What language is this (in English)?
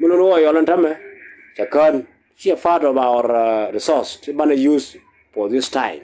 Nuer